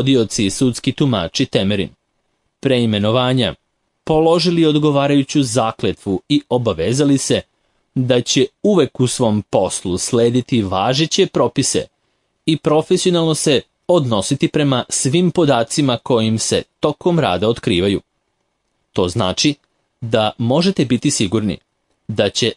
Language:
Serbian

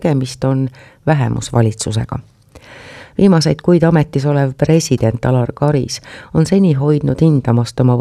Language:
Estonian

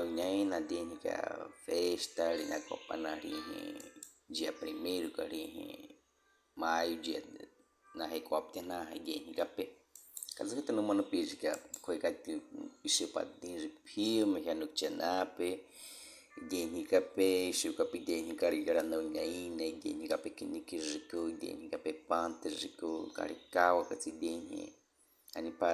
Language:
Baniwa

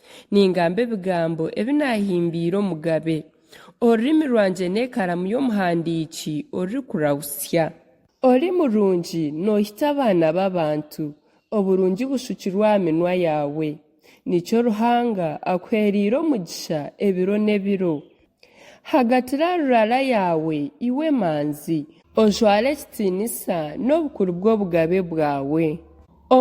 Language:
Nyankole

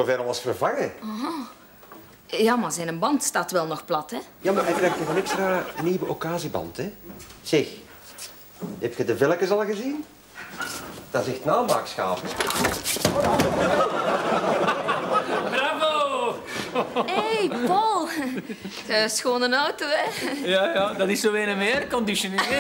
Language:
Dutch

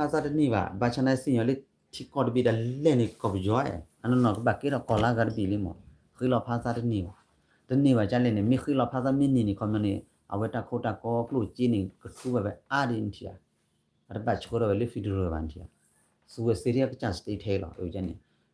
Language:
S'gaw Karen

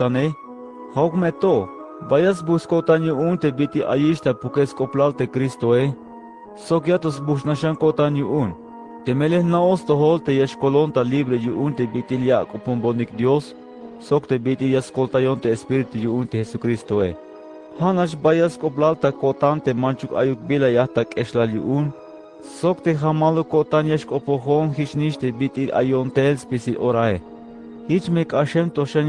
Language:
Tzeltal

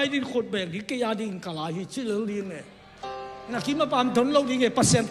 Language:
Tedim Chin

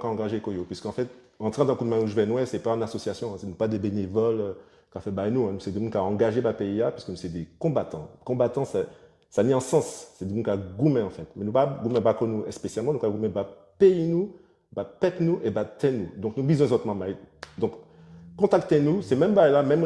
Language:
Guadeloupean Creole French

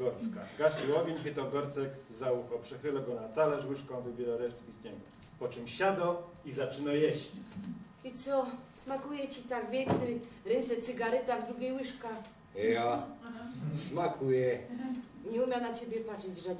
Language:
Silesian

